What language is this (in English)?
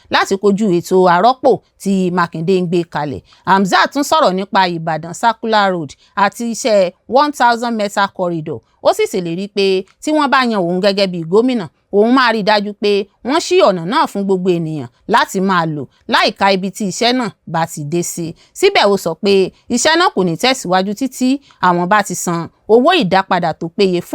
Yoruba